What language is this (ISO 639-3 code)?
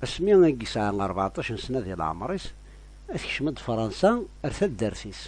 kab